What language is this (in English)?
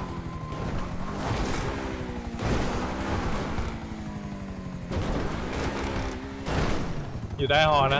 Thai